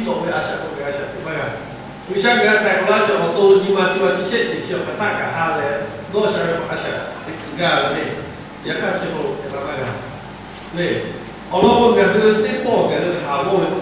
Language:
Lahu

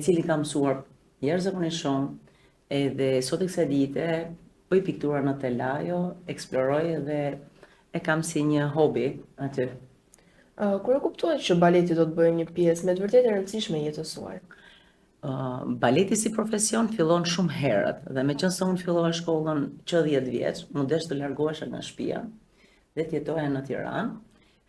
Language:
Albanian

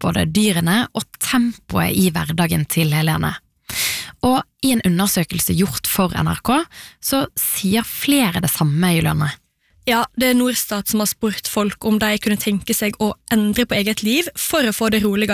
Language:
Norwegian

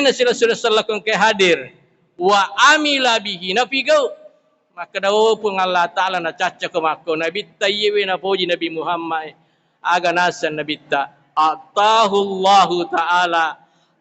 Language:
Buginese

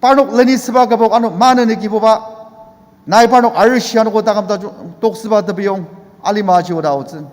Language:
Ao Naga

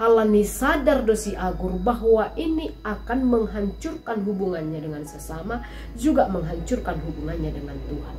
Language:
Batak Simalungun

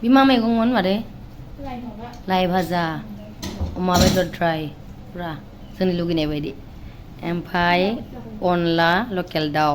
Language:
Bodo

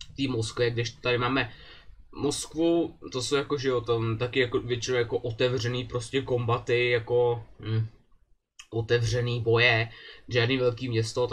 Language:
Czech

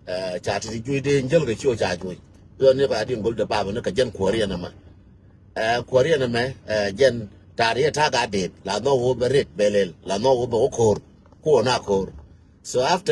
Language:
Nuer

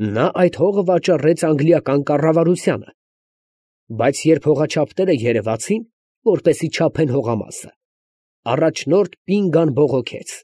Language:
Armenian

